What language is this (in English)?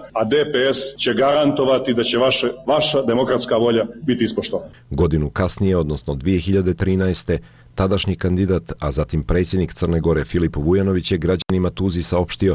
Serbian